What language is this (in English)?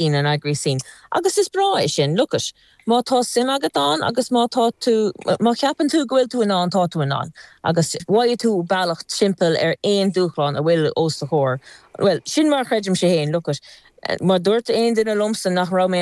Irish